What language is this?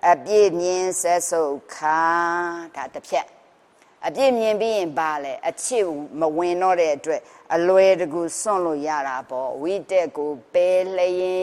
Burmese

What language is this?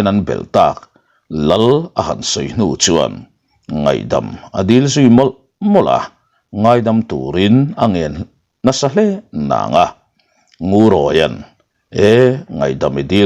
Mizo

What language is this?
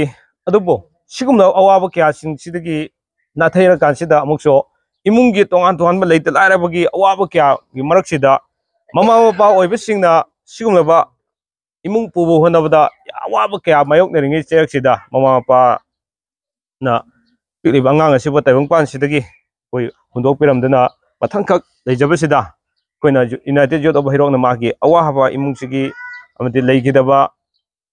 Manipuri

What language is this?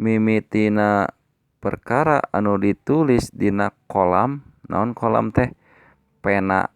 Sundanese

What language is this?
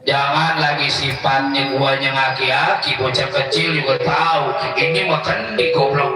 Betawi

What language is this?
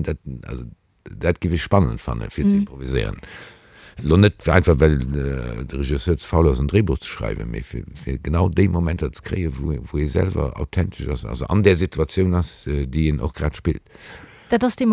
Luxembourgish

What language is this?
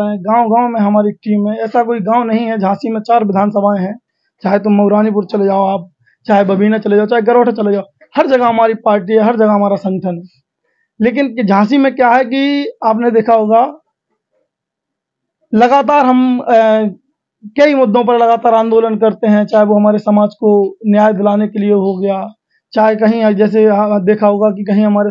Hindi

